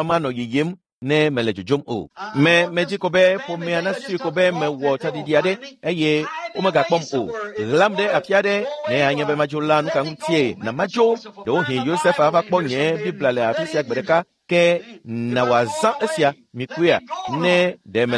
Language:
Ewe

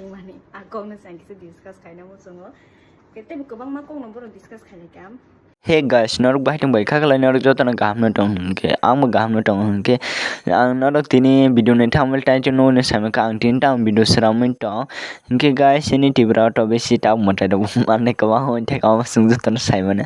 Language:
Kok Borok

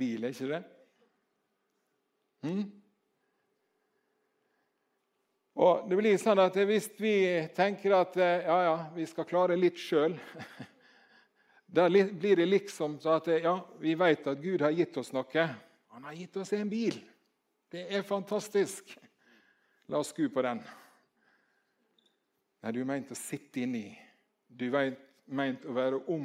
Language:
Norwegian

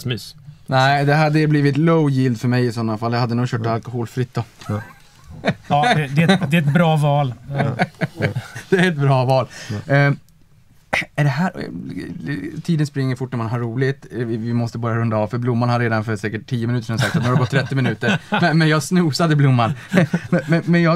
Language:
Swedish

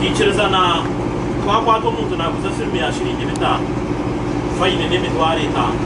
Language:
Nyankole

